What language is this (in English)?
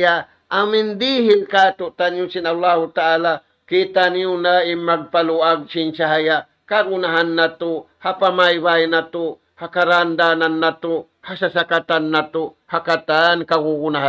Tausug